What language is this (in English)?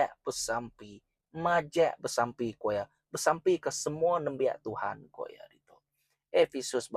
Iban